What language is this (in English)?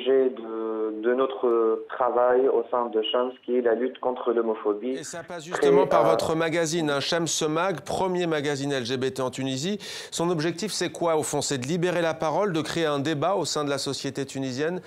French